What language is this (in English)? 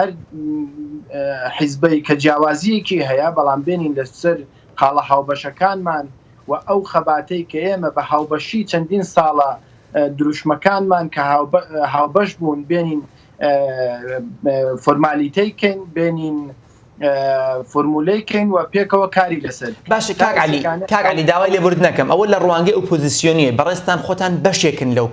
Central Kurdish